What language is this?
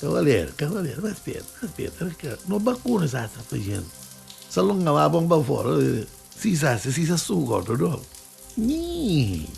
Neapolitan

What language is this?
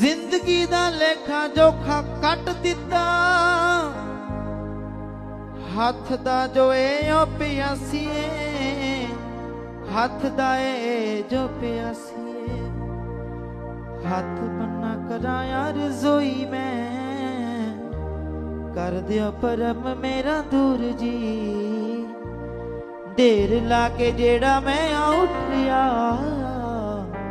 Punjabi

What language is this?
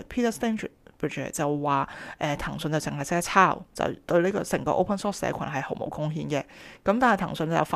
Cantonese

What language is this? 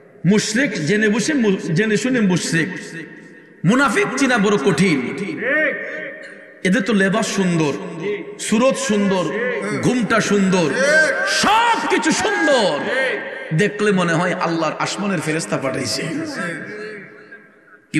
Bangla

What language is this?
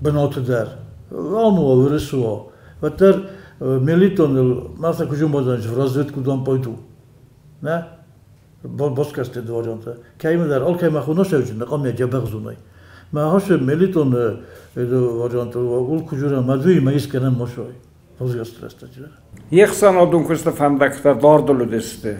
Ossetic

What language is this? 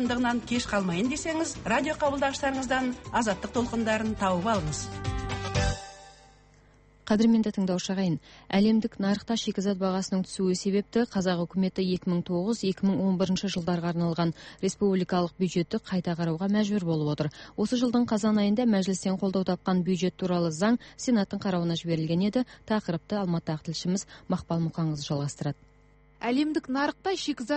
Kazakh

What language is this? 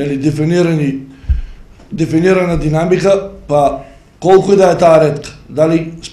Macedonian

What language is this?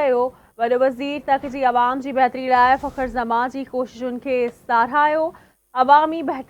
Sindhi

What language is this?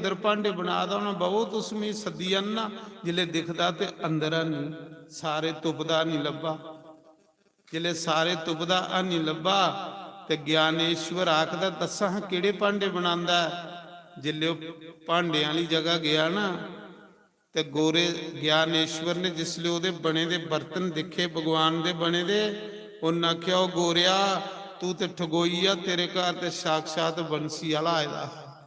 Dogri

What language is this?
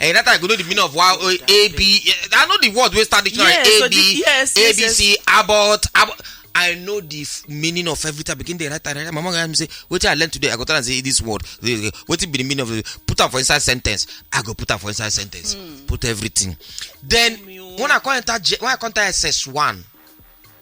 Nigerian Pidgin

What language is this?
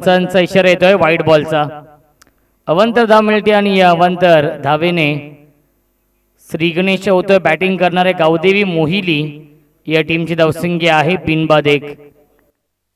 Marathi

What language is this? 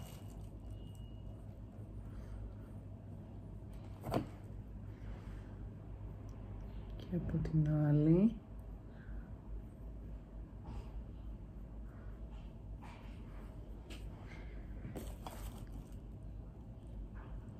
Greek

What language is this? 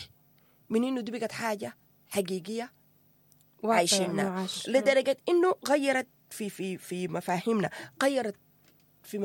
Sudanese Arabic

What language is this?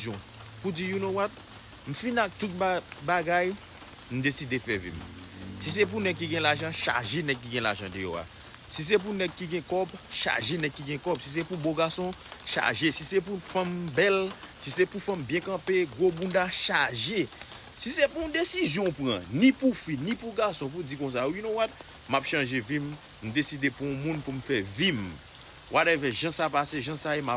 Haitian Creole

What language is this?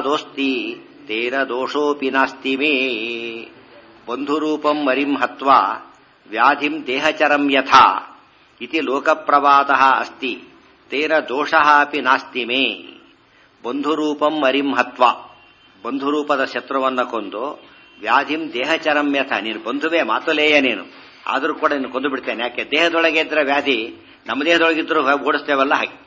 Kannada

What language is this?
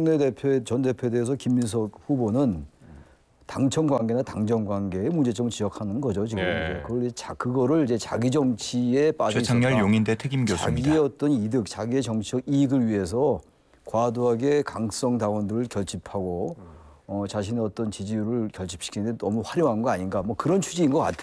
Korean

